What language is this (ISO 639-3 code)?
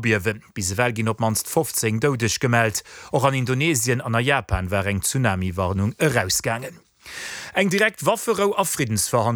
ltz